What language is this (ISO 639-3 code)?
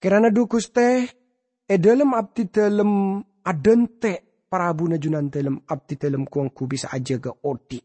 mad